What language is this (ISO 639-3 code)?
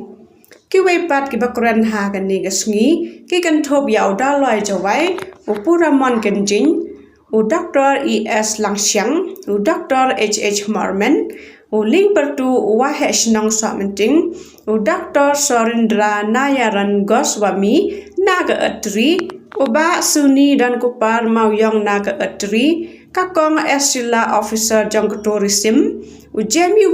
kha